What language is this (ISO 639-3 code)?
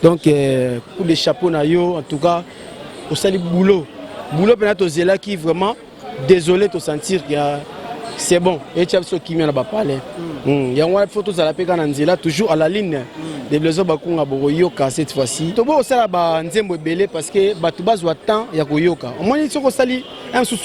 lin